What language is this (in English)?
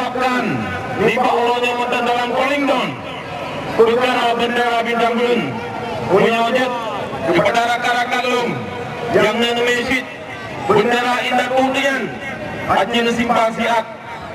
Achinese